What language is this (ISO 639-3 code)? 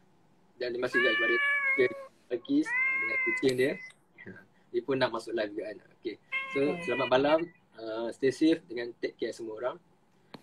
msa